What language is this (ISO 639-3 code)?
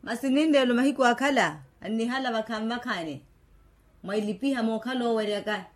vmw